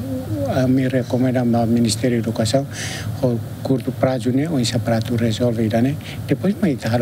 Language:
Tetum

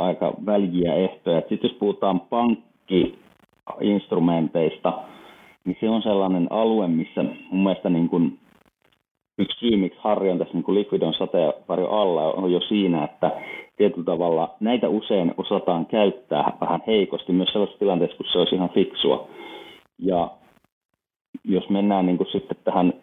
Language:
Finnish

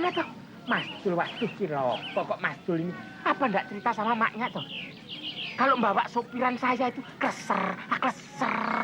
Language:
Betawi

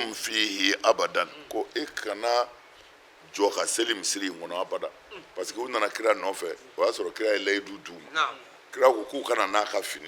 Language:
Bambara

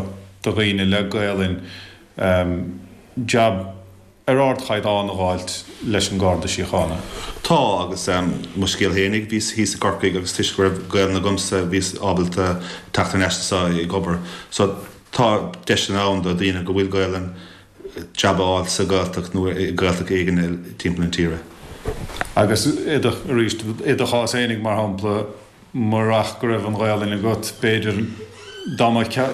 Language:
Irish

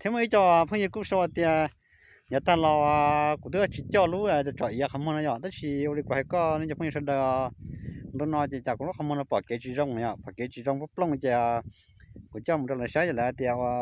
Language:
Hmong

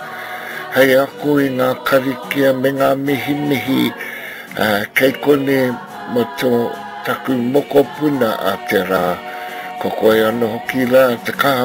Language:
Māori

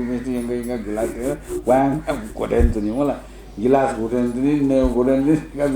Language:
Newari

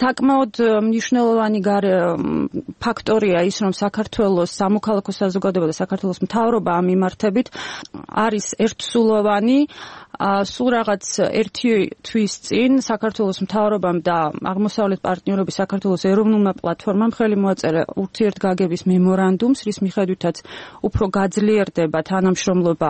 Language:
Georgian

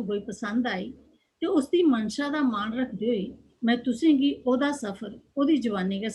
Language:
Dogri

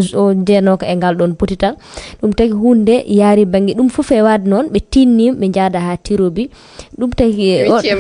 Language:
Fula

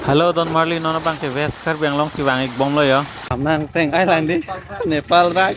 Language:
Karbi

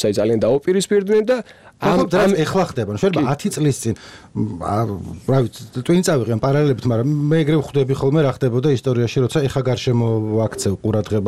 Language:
Georgian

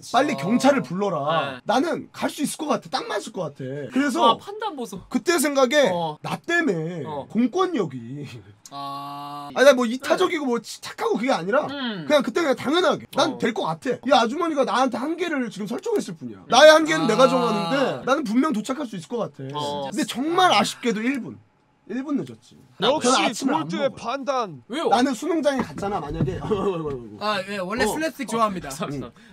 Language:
Korean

